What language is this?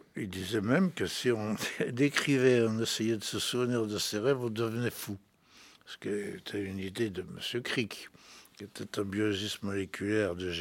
French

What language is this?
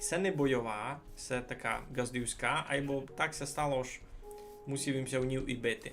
Rusyn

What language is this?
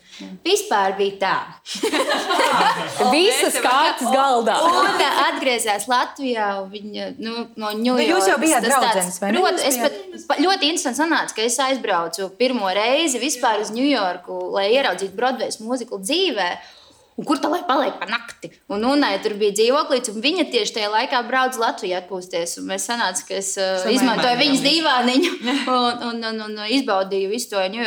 Latvian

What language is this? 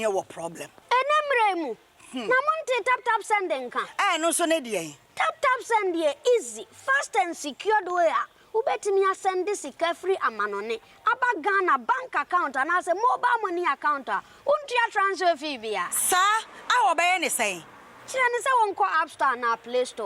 Akan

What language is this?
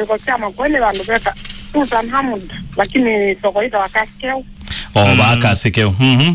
Kamba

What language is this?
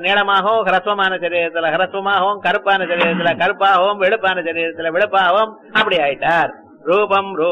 Tamil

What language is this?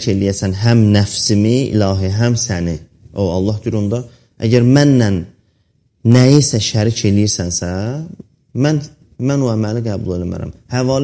Azerbaijani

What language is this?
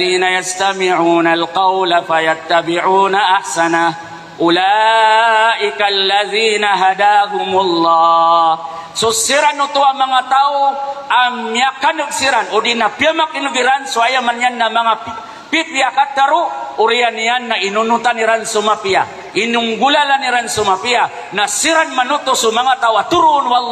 Maranao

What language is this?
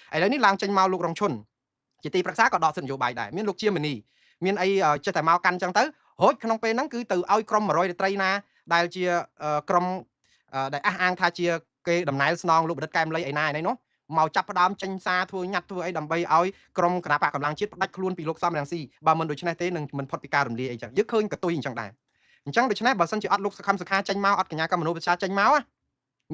Khmer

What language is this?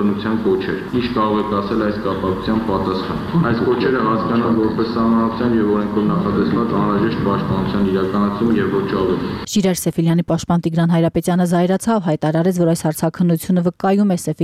Armenian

